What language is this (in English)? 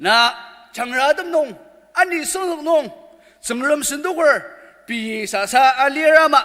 Ao Naga